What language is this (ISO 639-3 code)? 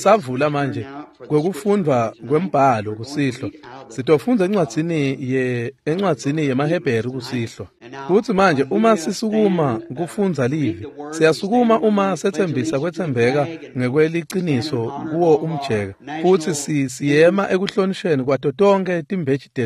ssw